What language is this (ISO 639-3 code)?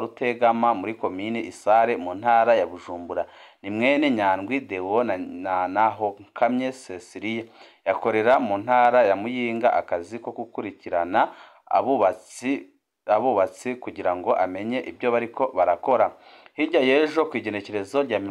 run